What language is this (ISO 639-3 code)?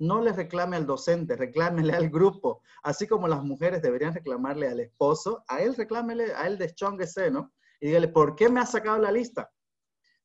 spa